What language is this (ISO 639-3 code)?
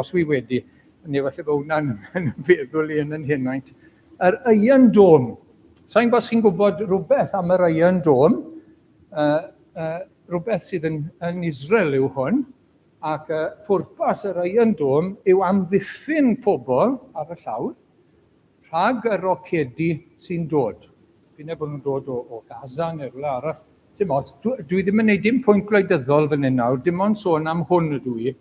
cym